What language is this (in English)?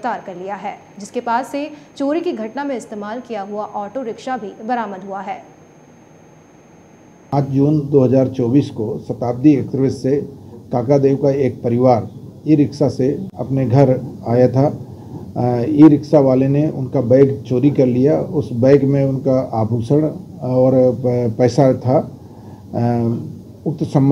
Hindi